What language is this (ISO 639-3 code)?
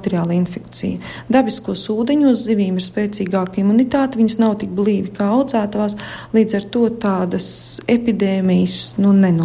lav